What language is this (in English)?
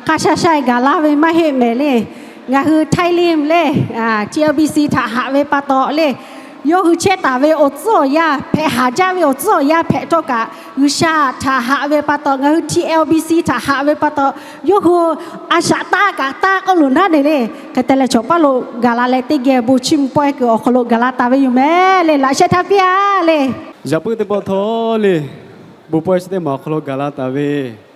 Lahu